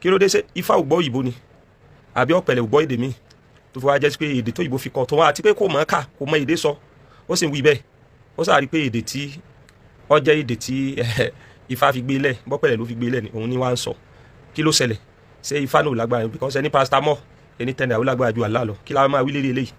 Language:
Yoruba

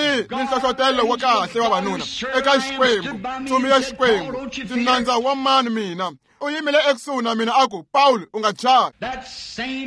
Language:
Tsonga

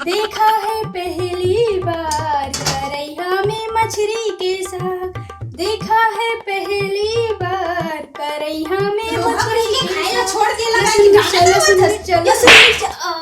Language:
Chhattisgarhi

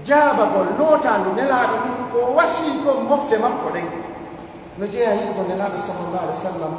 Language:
Pular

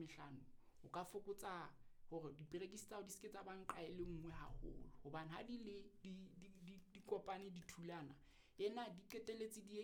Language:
Southern Sotho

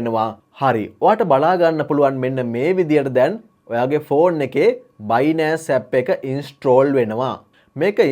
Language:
Sinhala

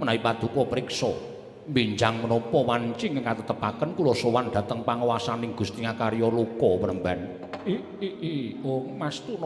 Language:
Javanese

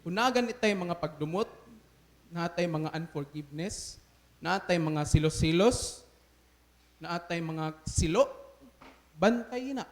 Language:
Cebuano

